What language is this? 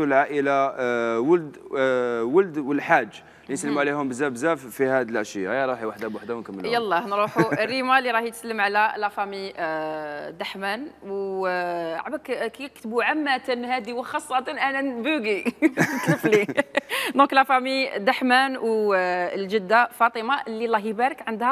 Algerian Arabic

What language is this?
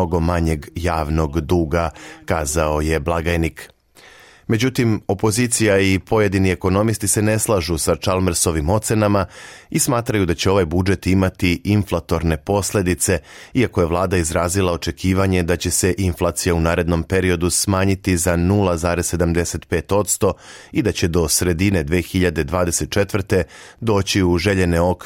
Serbian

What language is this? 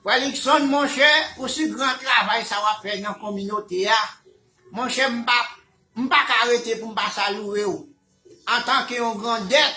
Haitian Creole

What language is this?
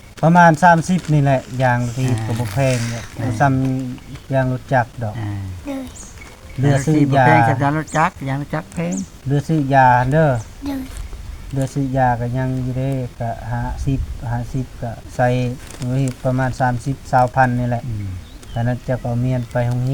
Lao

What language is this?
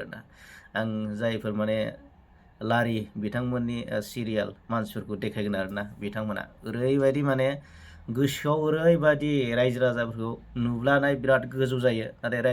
Bodo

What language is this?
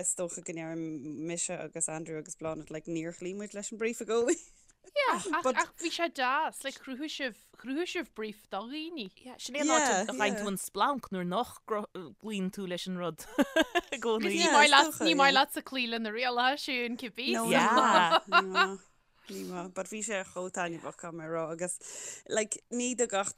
Irish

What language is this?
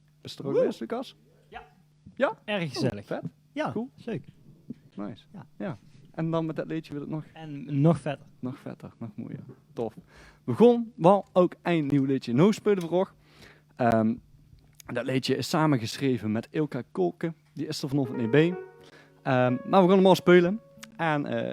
Limburgish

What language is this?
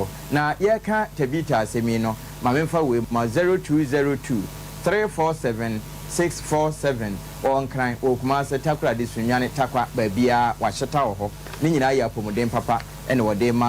Akan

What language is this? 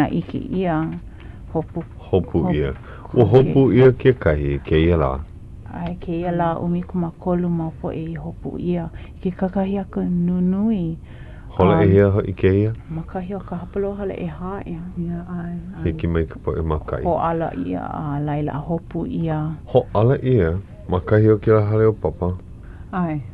Hawaiian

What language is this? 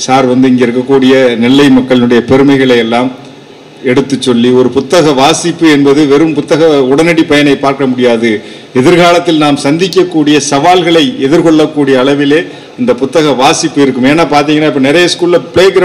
Tamil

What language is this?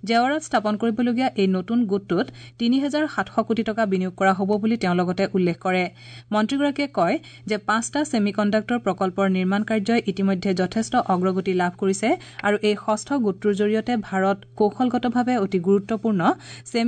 Assamese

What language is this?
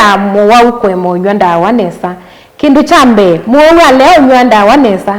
Kamba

